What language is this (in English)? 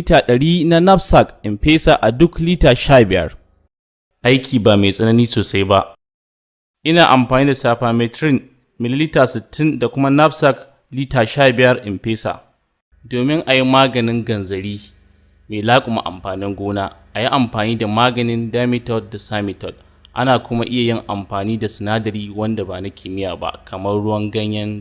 Hausa